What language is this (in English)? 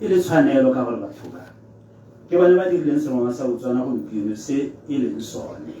Tswana